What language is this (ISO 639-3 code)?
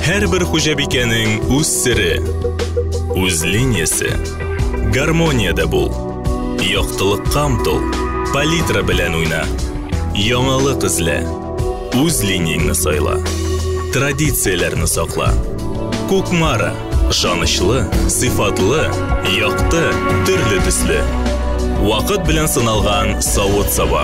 tat